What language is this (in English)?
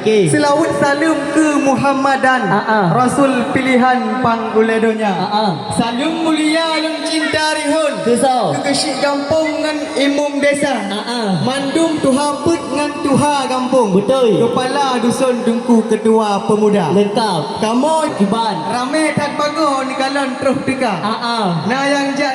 Achinese